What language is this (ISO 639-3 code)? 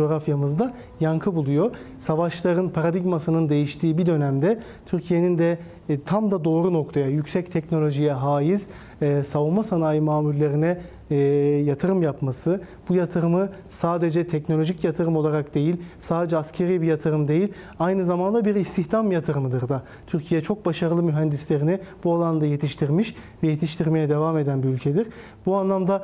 tur